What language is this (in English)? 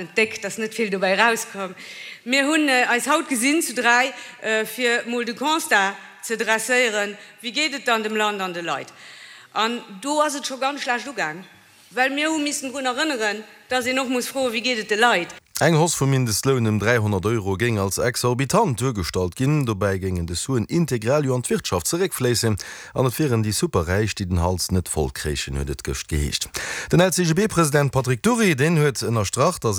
Luxembourgish